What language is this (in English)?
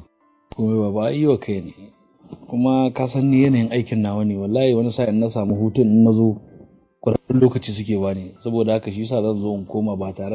Hausa